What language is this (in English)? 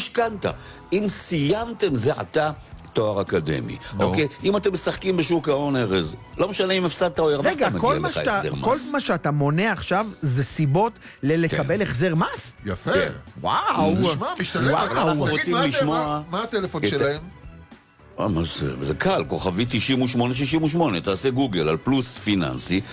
Hebrew